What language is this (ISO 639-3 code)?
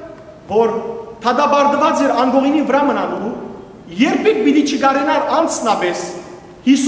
hyw